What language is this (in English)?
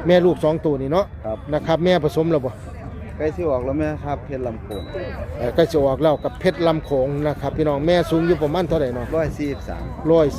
Northeastern Thai